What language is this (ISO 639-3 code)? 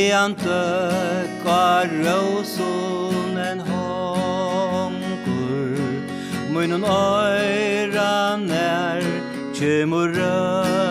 fao